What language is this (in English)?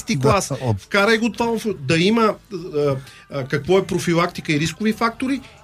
Bulgarian